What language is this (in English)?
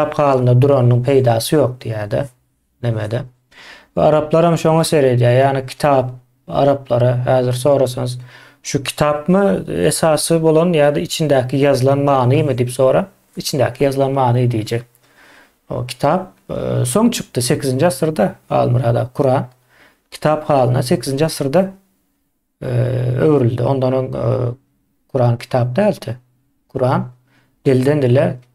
Turkmen